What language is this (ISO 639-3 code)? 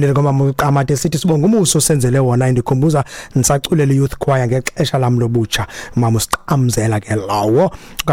xho